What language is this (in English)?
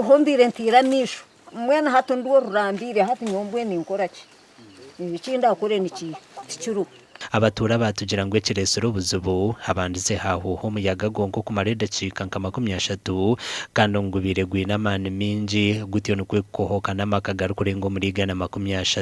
Nyankole